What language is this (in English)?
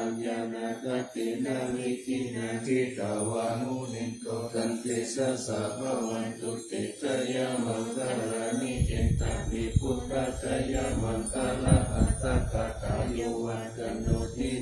Pali